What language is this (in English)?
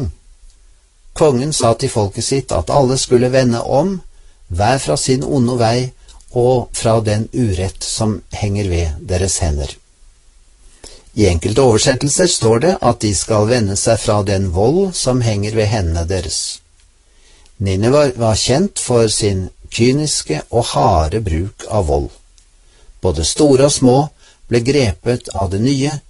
Norwegian